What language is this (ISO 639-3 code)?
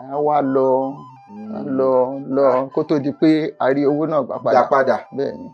yor